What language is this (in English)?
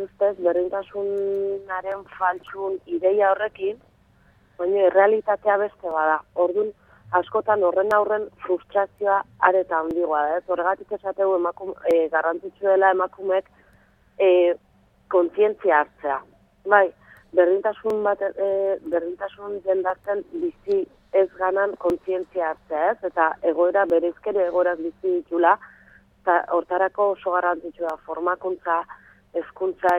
Basque